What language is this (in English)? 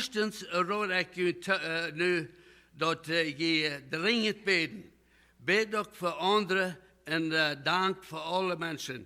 Plautdietsch